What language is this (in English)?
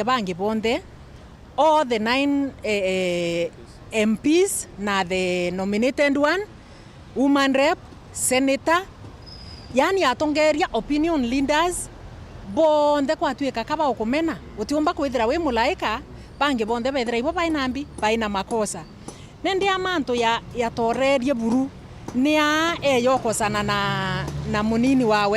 Meru